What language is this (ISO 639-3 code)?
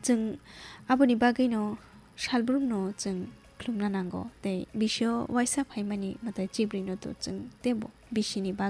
trp